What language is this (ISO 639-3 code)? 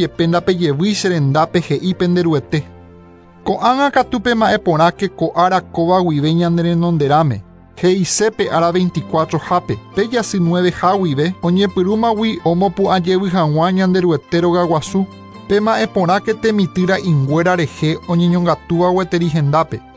grn